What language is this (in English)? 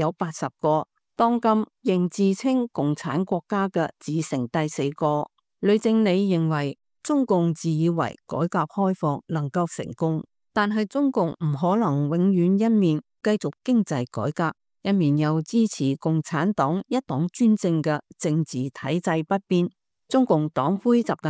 Cantonese